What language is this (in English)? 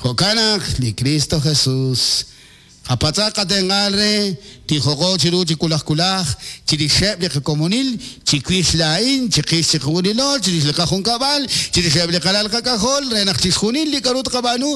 Kekchí